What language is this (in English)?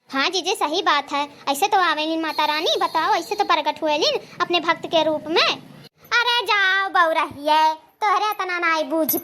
Awadhi